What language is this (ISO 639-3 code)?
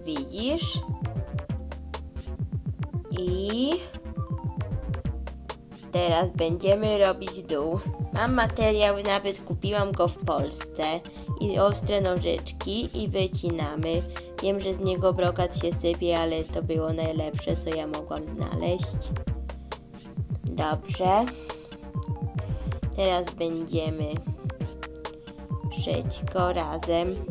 pol